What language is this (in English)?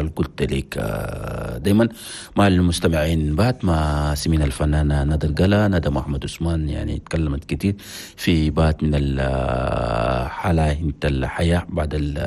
Chadian Arabic